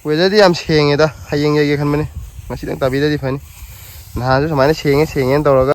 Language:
Manipuri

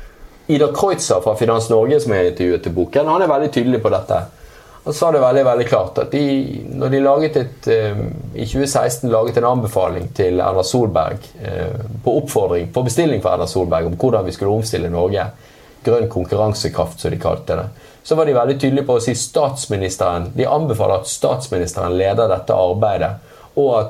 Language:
Norwegian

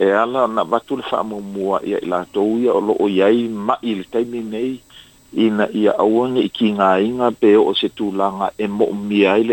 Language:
Samoan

